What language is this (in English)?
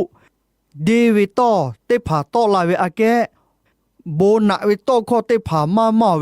Lahu